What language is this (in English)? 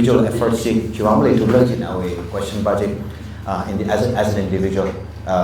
Tangkhul Naga (India)